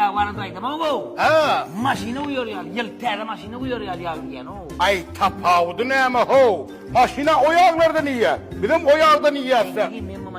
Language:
Turkmen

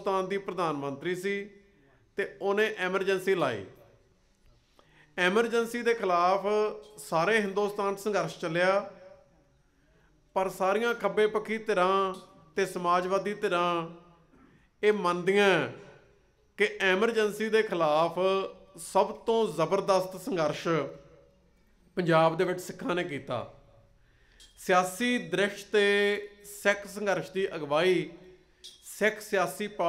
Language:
Punjabi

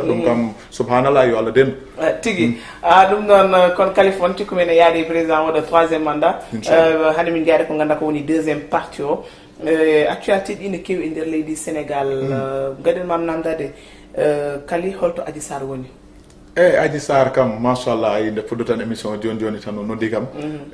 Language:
Fula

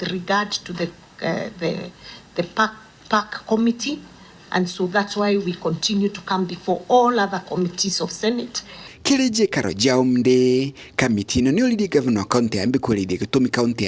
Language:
Meru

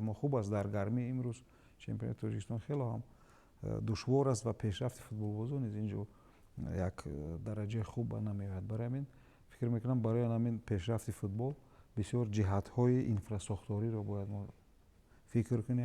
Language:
Tajik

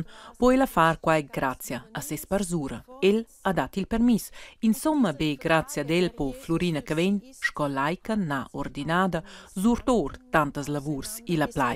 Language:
Romansh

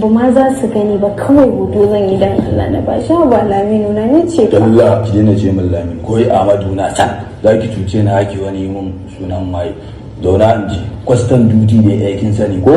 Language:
Hausa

